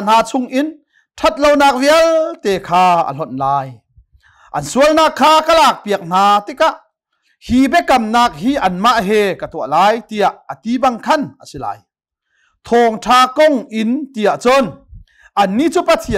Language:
Hakha Chin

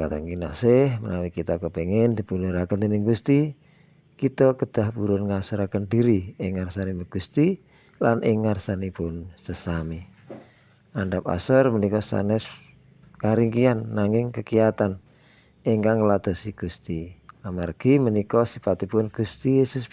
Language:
Javanese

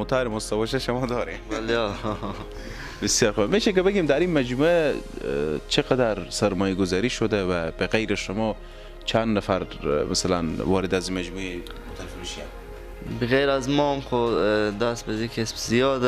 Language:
Persian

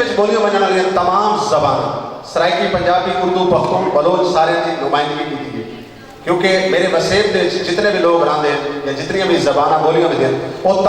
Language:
Saraiki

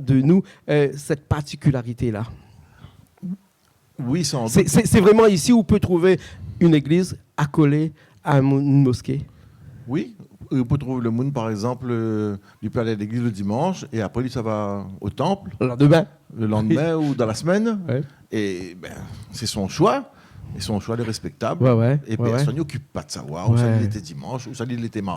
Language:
Réunion Creole French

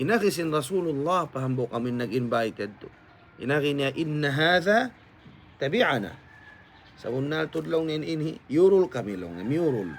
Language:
Tausug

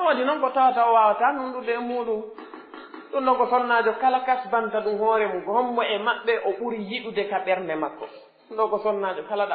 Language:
Pular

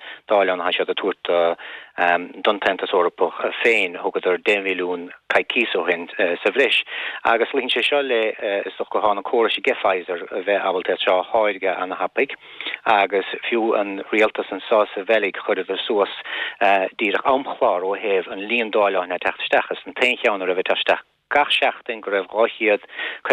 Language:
Irish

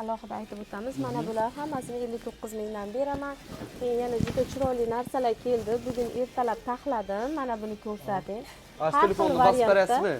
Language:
Uzbek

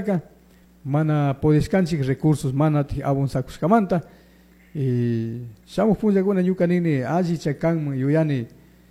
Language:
Chimborazo Highland Quichua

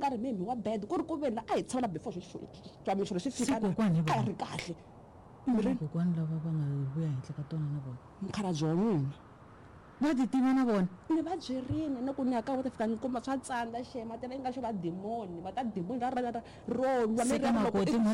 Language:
Tsonga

